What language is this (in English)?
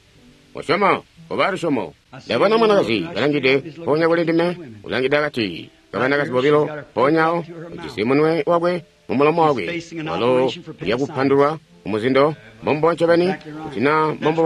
Tonga (Zambia)